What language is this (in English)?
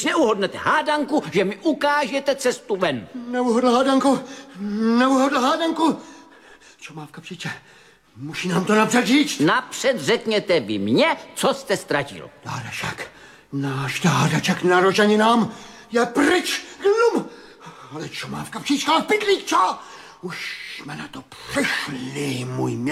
Czech